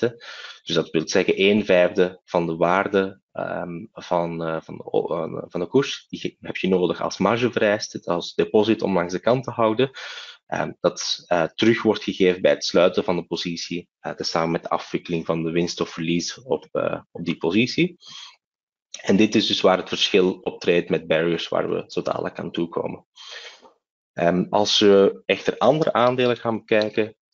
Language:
Dutch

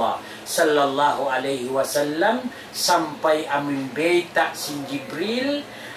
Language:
Tausug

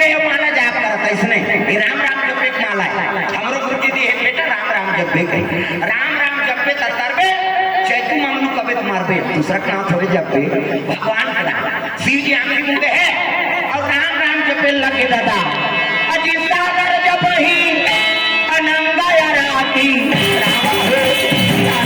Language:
Chhattisgarhi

